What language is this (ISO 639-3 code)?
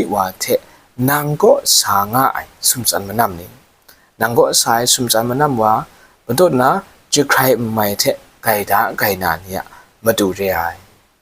kac